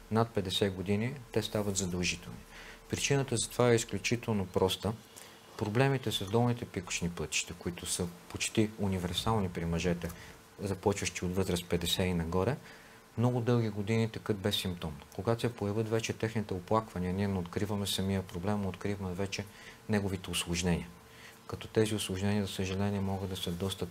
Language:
Bulgarian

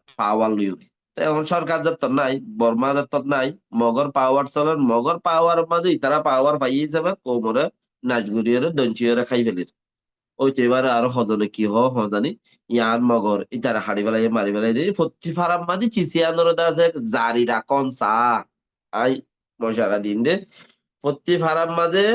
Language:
Rohingya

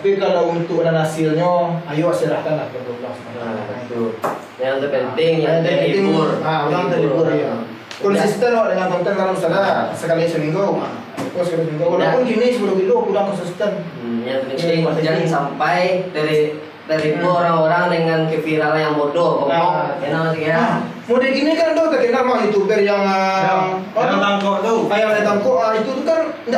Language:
Minangkabau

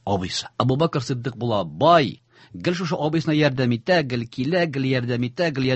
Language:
Tatar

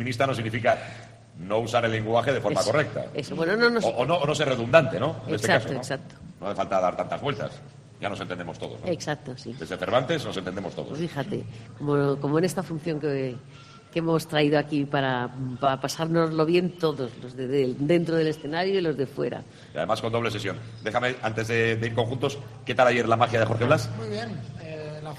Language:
Spanish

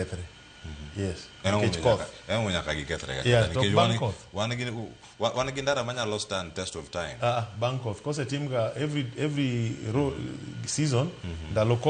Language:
Luo (Kenya and Tanzania)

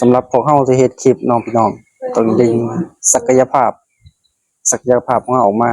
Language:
Lao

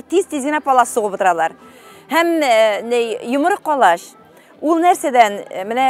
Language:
Tatar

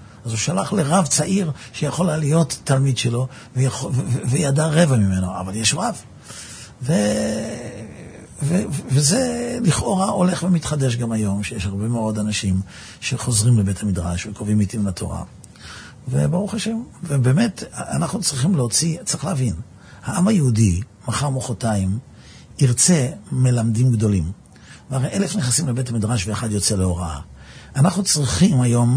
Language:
Hebrew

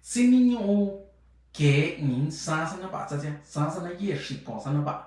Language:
Mixtepec Mixtec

